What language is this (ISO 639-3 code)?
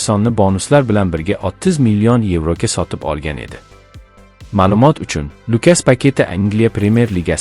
uzb